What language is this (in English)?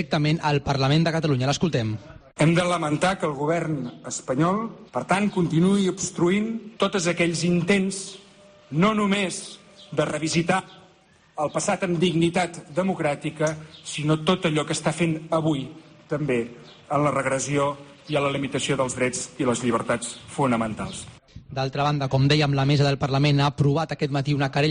Catalan